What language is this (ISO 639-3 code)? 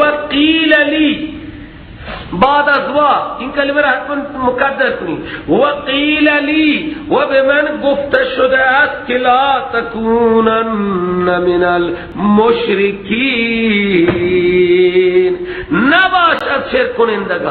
fas